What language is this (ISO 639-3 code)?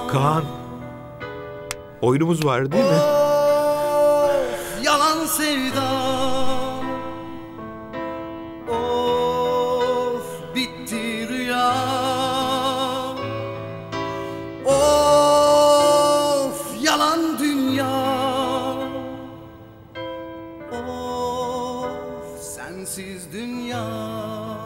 tur